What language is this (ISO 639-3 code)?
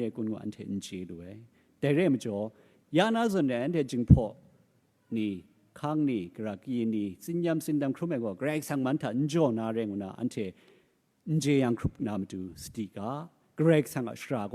kac